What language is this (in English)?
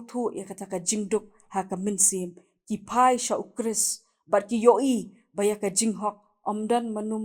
Khasi